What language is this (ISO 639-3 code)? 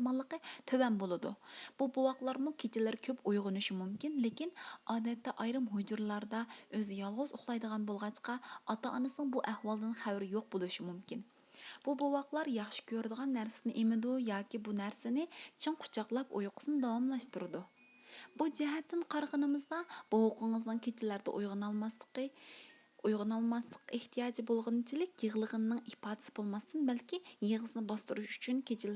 uig